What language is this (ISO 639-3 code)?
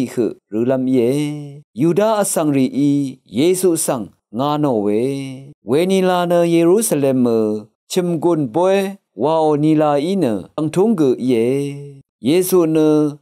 raw